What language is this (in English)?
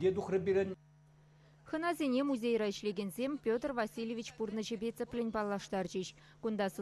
Chuvash